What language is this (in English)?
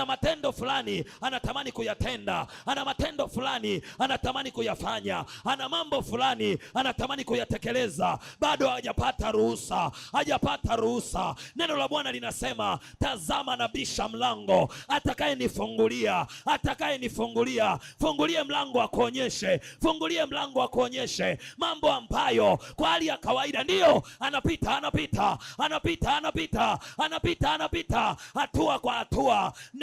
Swahili